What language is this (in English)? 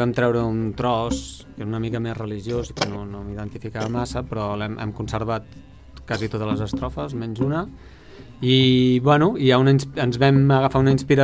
Catalan